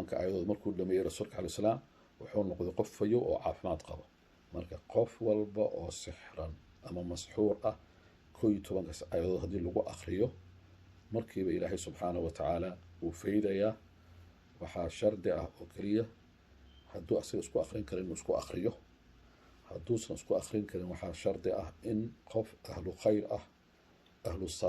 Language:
Somali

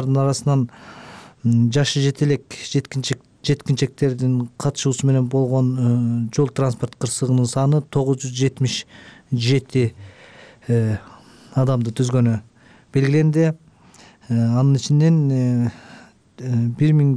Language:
Kyrgyz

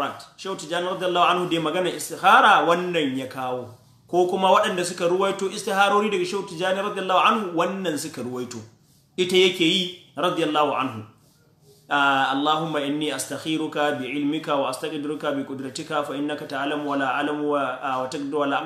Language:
Hausa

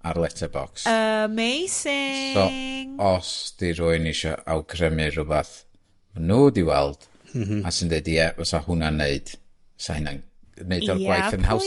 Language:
Welsh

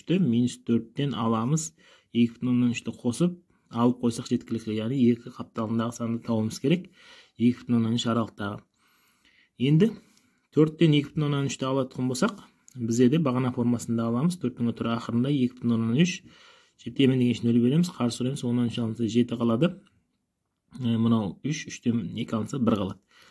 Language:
Kazakh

